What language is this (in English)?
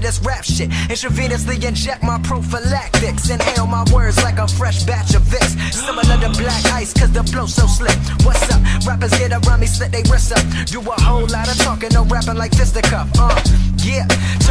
English